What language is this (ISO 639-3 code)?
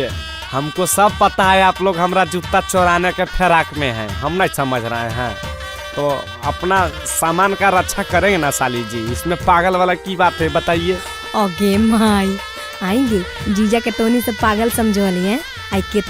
mag